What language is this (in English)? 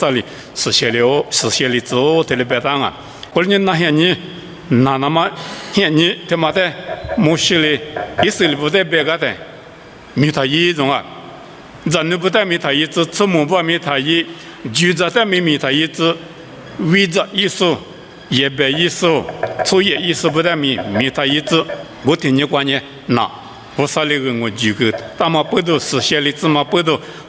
Lisu